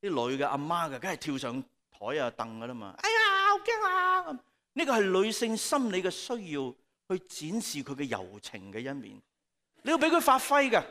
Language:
Cantonese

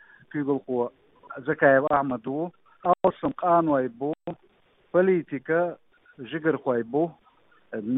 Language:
Chechen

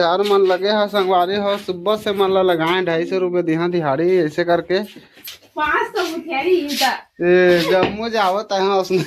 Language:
Chhattisgarhi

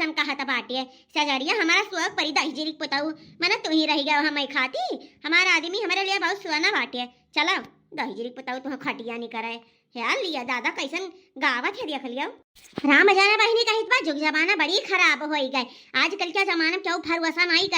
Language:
Awadhi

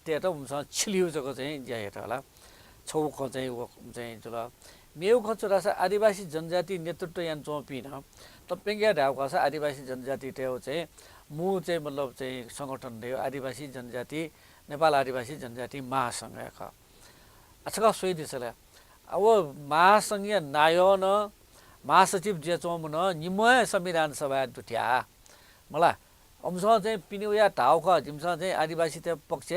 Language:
Newari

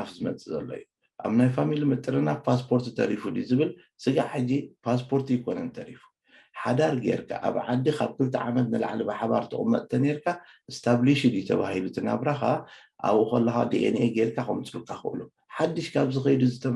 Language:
Tigrinya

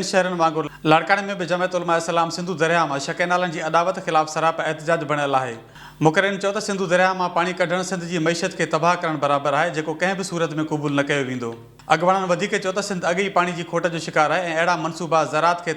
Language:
Sindhi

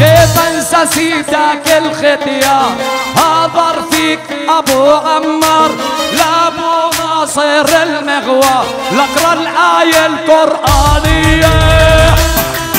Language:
South Levantine Arabic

